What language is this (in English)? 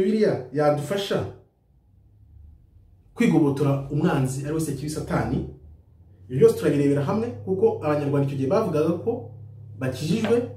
Kinyarwanda